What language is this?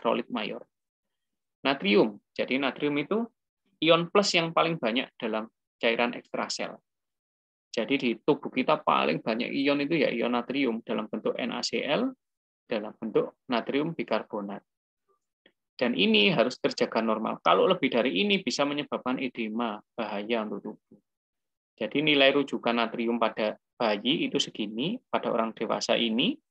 Indonesian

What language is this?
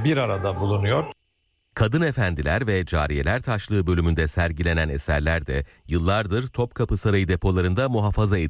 Turkish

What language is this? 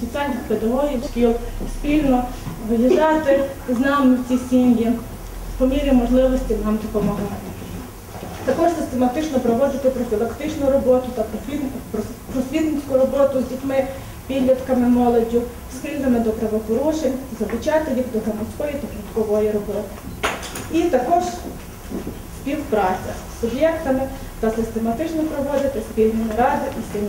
Ukrainian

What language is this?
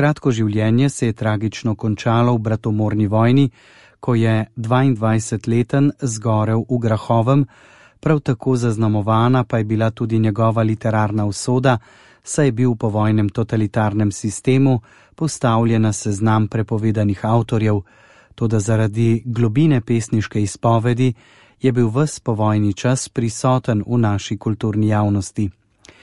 Slovenian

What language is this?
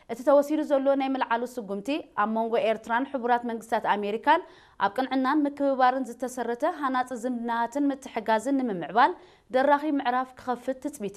Tigrinya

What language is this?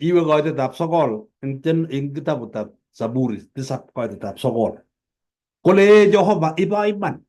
Kalenjin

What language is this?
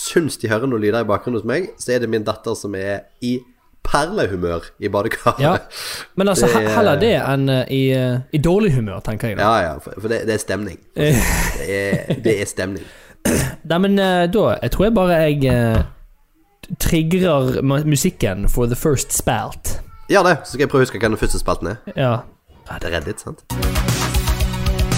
Norwegian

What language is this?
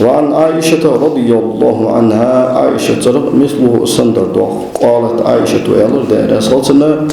Ingush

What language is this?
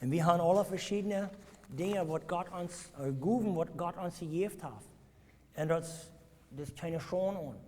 Plautdietsch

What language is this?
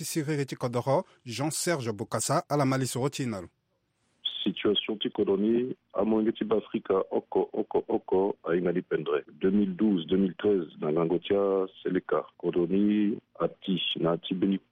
Sango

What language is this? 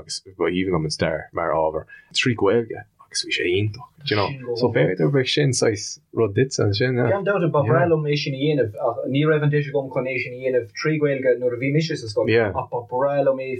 Irish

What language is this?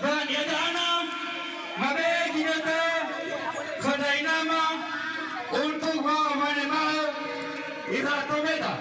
Nias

